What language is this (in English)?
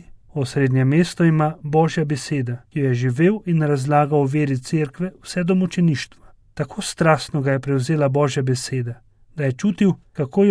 Slovenian